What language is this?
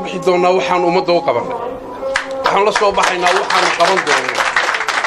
Somali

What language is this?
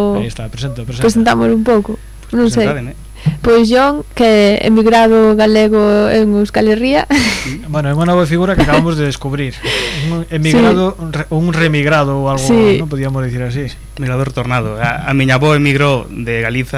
Galician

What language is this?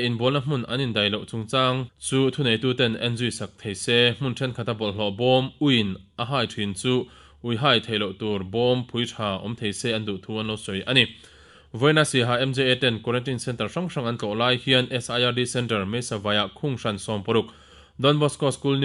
Mizo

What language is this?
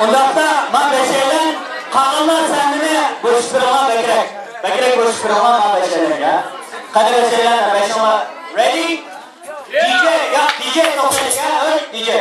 Uyghur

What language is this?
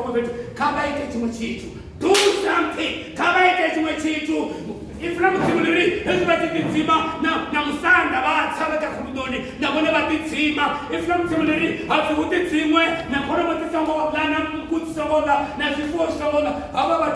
Venda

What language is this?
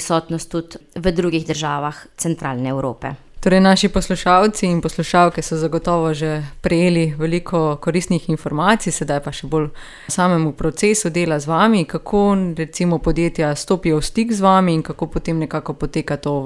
Slovenian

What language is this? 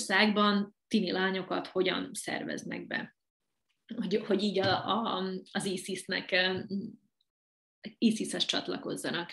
Hungarian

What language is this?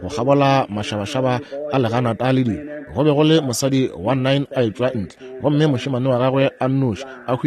Northern Sotho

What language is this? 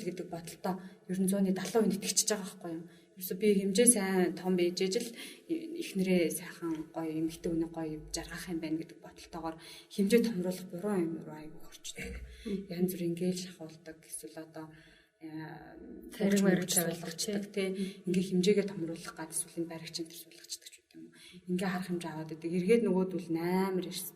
Mongolian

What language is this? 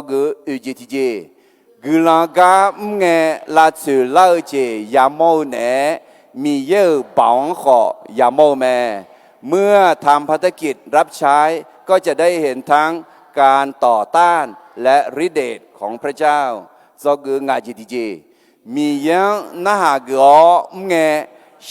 Akha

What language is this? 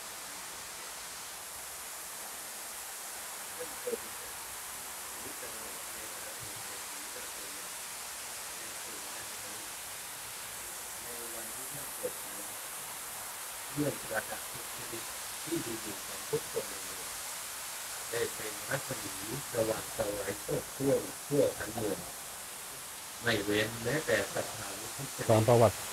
Thai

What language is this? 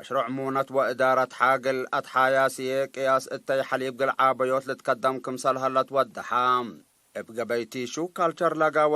Tigre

